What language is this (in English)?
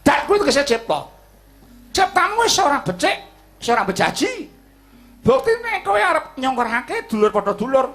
Javanese